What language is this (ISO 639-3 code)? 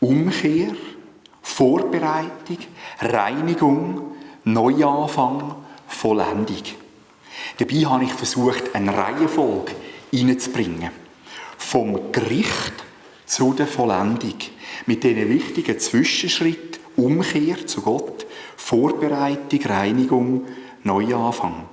gsw